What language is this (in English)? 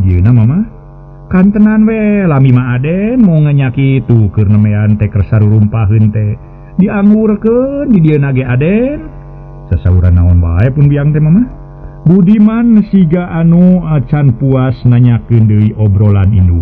Sundanese